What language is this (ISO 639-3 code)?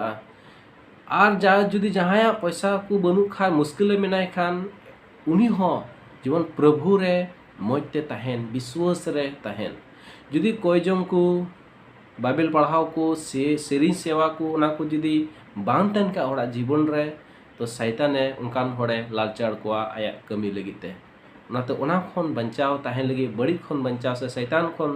sat